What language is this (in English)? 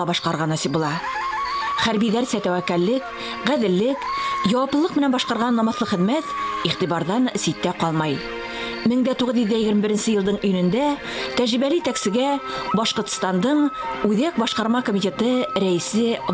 Bashkir